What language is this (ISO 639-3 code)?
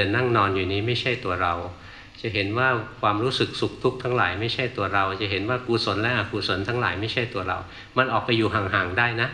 tha